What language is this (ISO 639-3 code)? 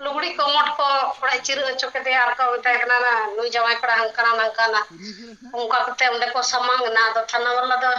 sat